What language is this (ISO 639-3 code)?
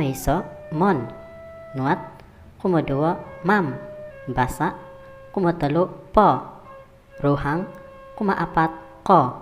dtp